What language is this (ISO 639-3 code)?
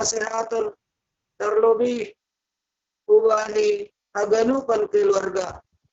bts